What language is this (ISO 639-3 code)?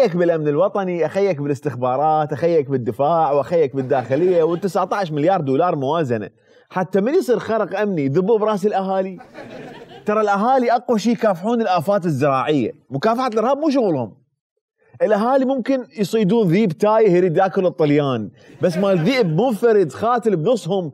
acm